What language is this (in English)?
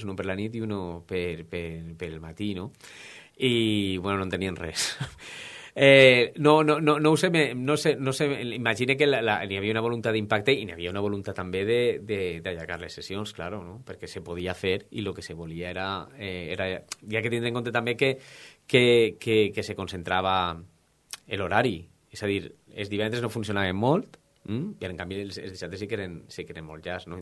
Catalan